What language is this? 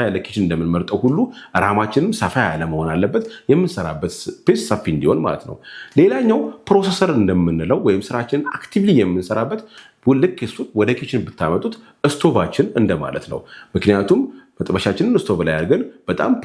Amharic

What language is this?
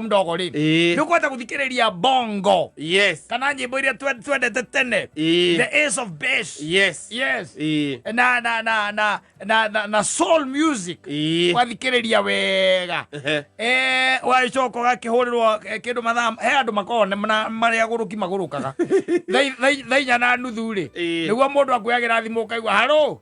Kikuyu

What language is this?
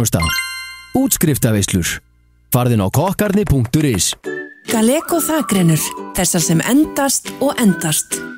Icelandic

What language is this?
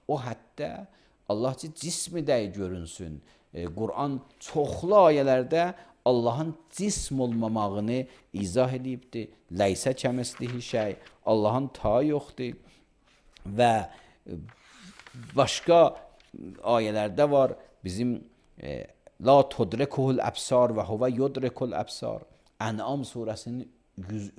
Azerbaijani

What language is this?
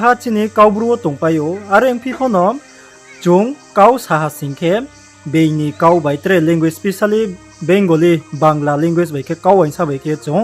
Riang (India)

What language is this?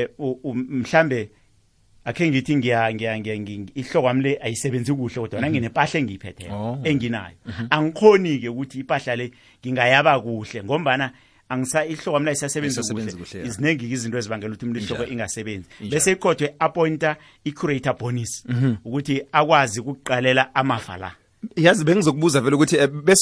South Ndebele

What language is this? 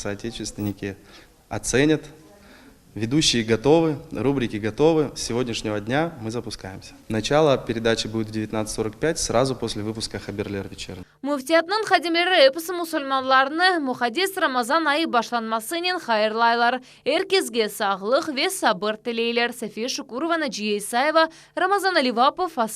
Crimean Tatar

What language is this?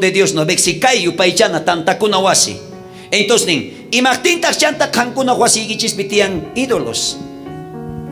South Bolivian Quechua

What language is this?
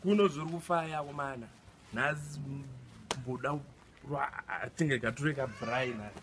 Shona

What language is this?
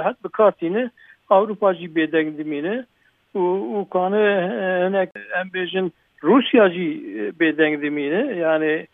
Kurdish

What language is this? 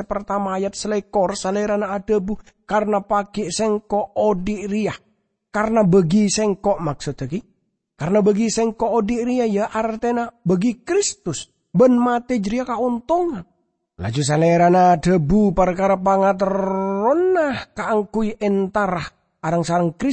Madurese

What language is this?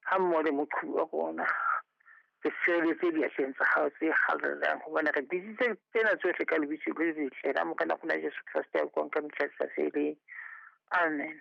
Southern Sotho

